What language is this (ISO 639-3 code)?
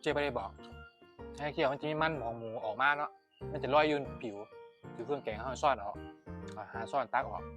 lao